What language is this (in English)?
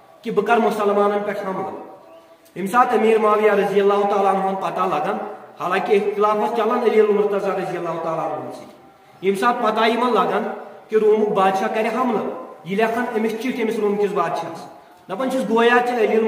Kashmiri